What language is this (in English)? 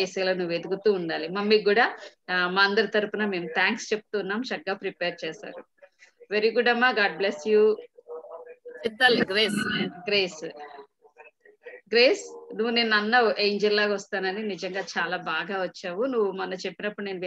Telugu